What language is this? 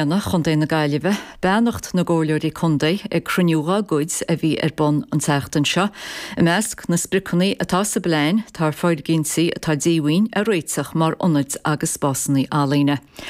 Irish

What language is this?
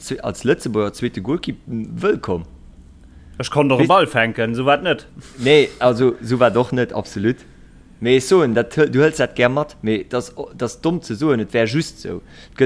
Luxembourgish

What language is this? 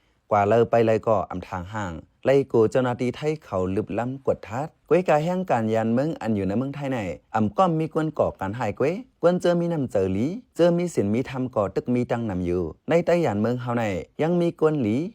Shan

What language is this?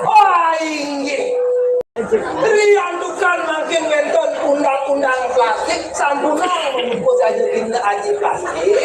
Balinese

